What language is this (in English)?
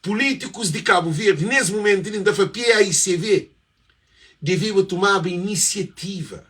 Kabuverdianu